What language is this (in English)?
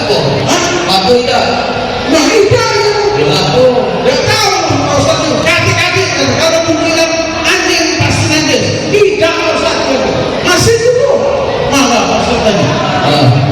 Musi